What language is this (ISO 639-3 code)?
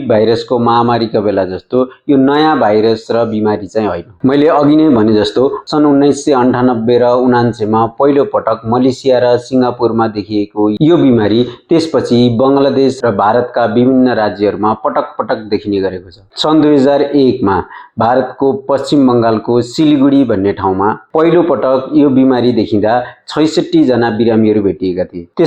nep